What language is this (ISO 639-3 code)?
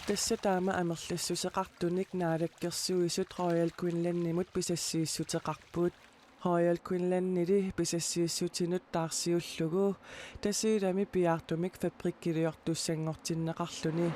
kal